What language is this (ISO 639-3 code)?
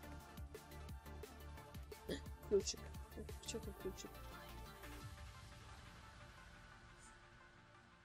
pol